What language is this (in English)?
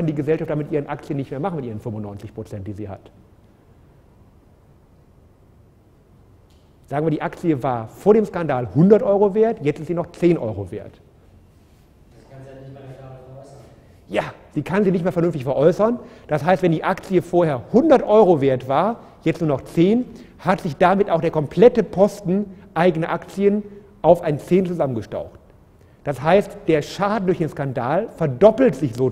German